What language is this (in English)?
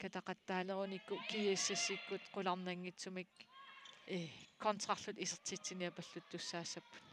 Kalaallisut